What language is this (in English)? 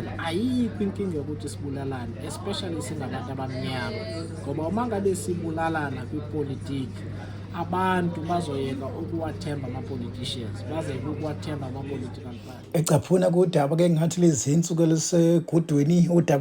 Zulu